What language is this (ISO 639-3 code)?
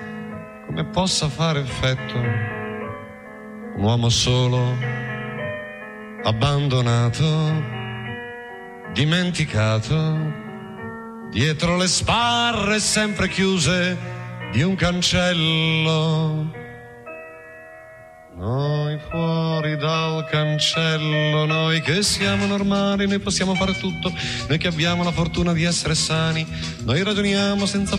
ita